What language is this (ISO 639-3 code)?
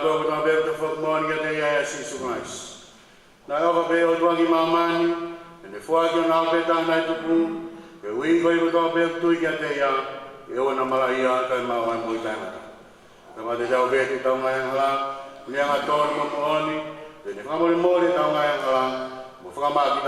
ton